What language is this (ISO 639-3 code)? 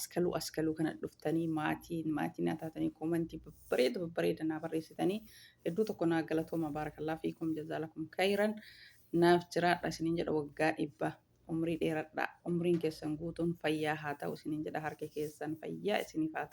orm